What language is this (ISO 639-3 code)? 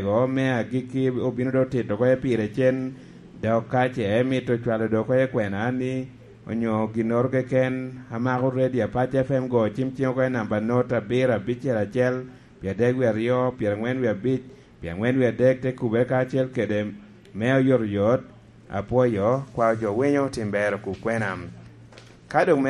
laj